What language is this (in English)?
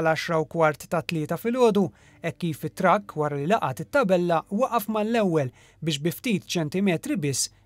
Maltese